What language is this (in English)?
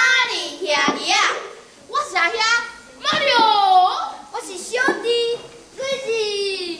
Min Nan Chinese